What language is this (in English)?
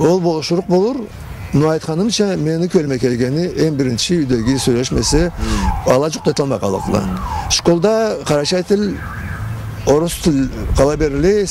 Karachay-Balkar